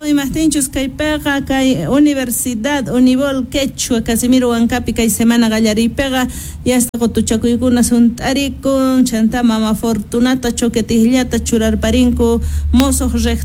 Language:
South Bolivian Quechua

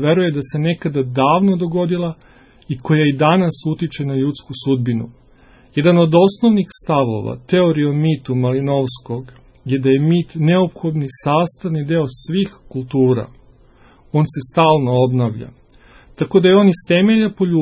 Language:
Serbian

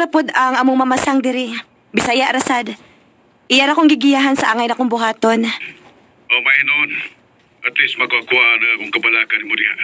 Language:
Cebuano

